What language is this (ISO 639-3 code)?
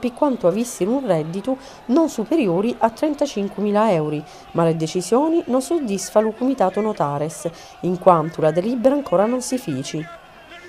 scn